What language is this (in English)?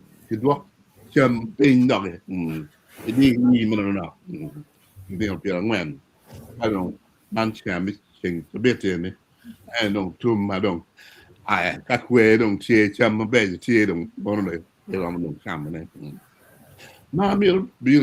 Acoli